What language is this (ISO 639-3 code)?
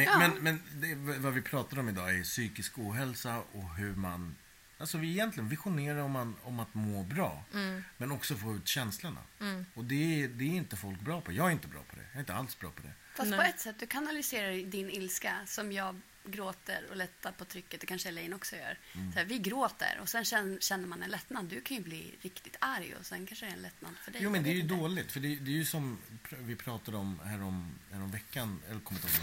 swe